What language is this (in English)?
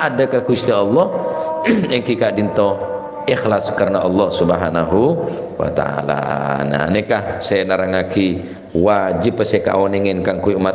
Madurese